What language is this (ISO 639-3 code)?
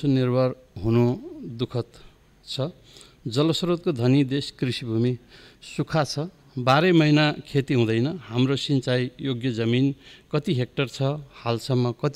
nep